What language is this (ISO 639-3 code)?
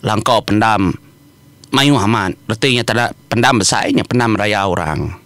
iba